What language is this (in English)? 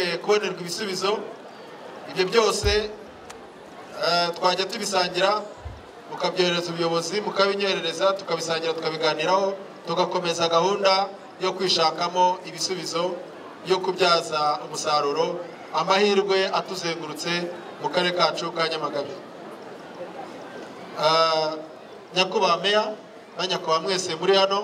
Kinyarwanda